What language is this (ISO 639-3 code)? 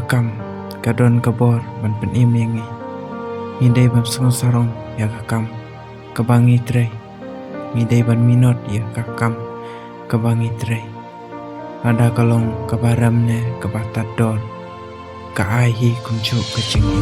kha